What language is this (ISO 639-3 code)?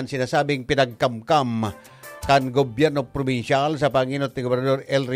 bik